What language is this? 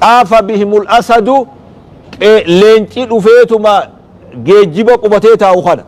Oromo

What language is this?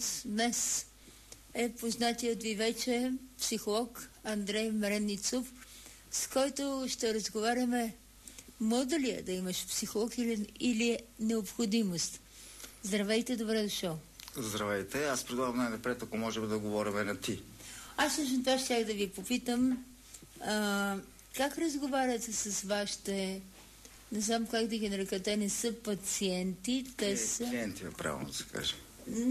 Bulgarian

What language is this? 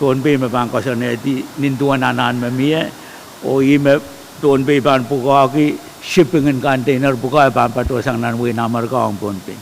Pohnpeian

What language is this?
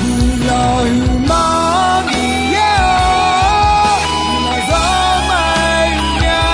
Akha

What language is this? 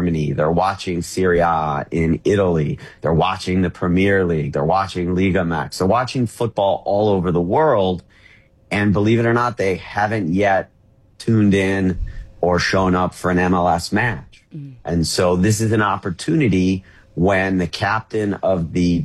English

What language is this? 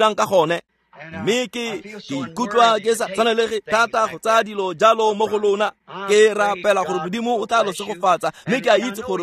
Tswana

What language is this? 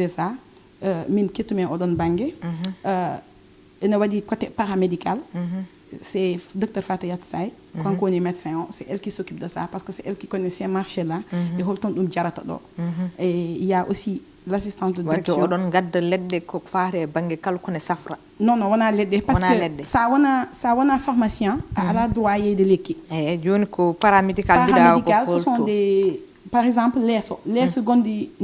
Fula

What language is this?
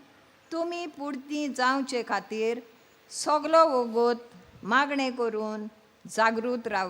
Konkani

